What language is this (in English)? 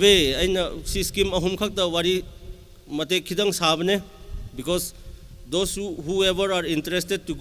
Tangkhul Naga (India)